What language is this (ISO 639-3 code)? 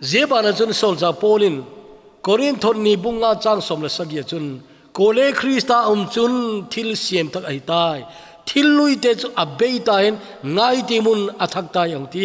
tcz